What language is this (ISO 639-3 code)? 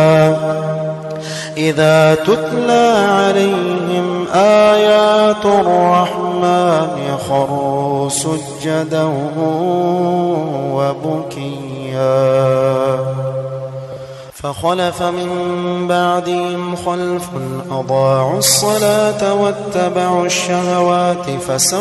ara